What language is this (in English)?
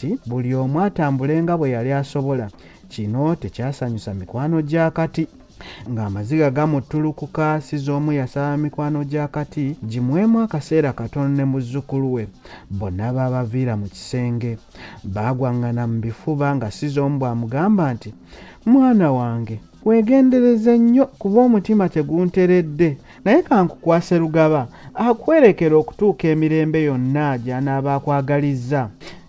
Ganda